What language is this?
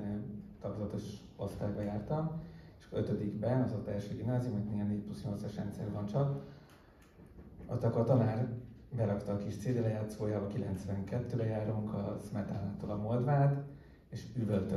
Hungarian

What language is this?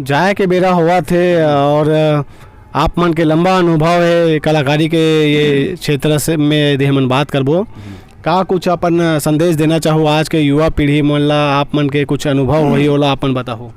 Chhattisgarhi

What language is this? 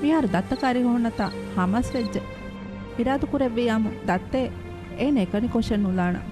Divehi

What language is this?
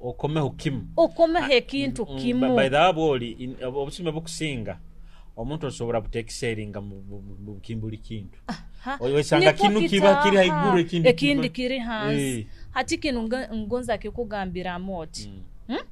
Nyoro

